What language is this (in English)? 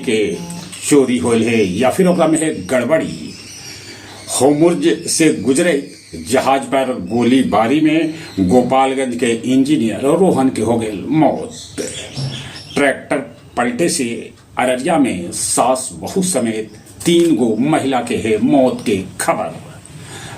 Magahi